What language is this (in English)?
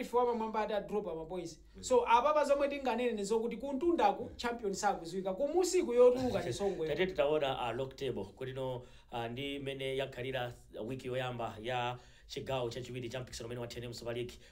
Nyanja